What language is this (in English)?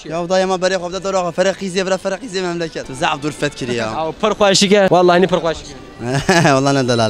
Kurdish